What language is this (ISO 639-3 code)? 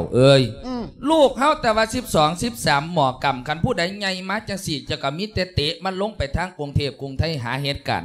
lao